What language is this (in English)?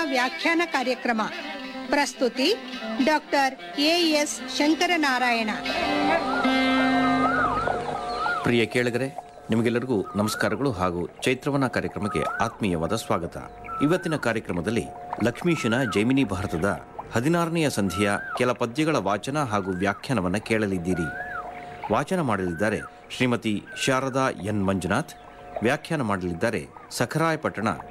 Kannada